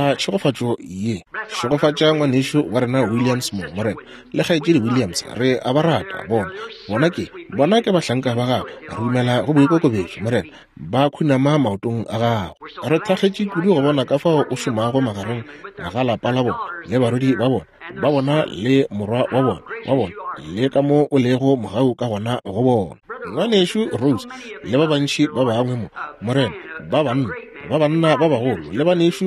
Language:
Northern Sotho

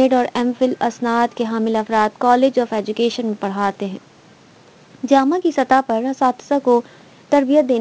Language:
Urdu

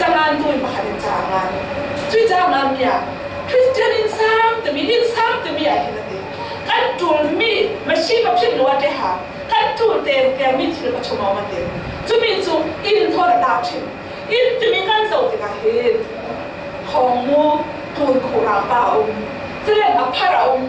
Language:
Falam Chin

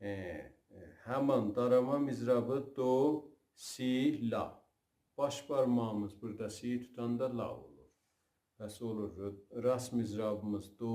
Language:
South Azerbaijani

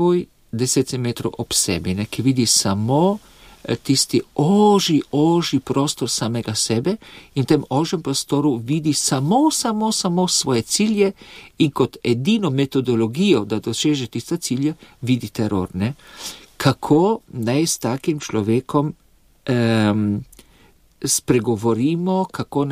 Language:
Slovenian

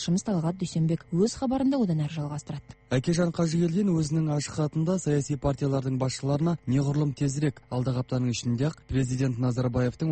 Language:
Kazakh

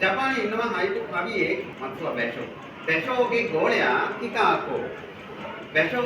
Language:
Sinhala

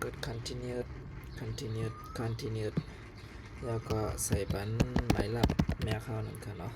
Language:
Shan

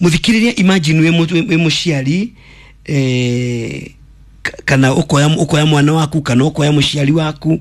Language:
Kikuyu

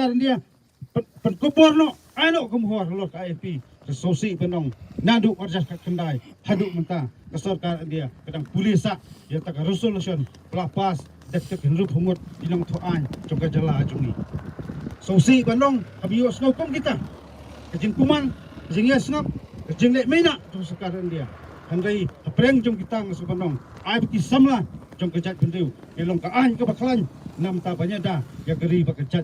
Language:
Khasi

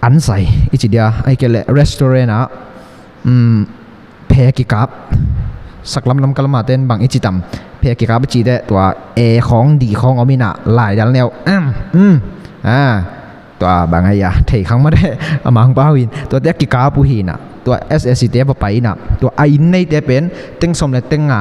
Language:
Tedim Chin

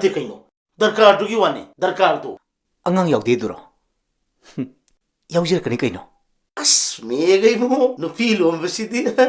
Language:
Manipuri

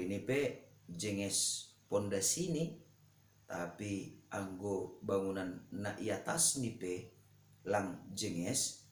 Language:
Batak Simalungun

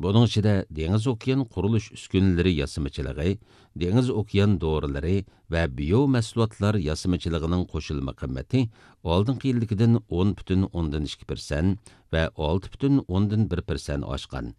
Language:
Uyghur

